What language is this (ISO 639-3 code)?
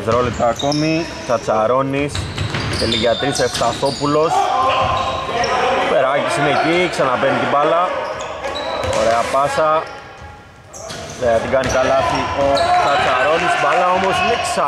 ell